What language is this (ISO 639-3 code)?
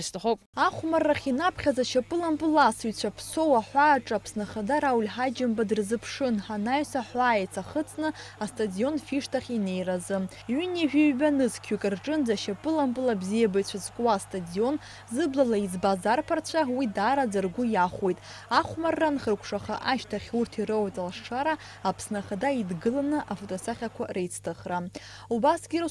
abk